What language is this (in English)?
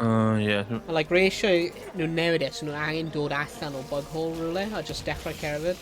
Welsh